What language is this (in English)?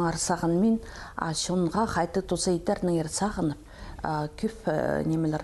Khakas